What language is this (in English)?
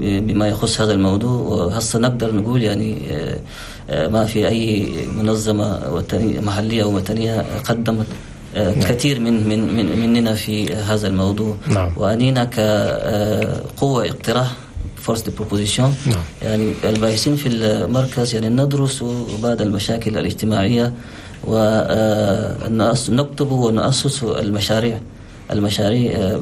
Chadian Arabic